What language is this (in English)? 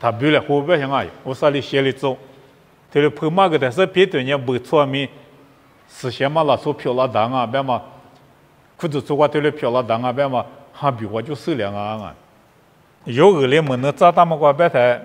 Lisu